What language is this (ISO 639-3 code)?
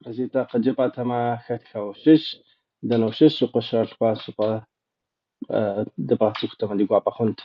kbd